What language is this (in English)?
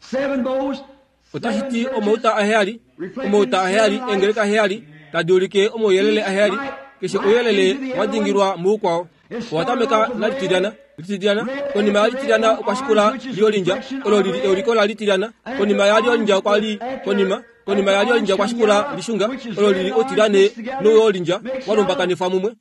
Kuanyama